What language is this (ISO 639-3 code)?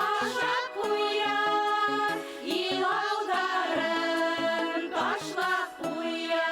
bak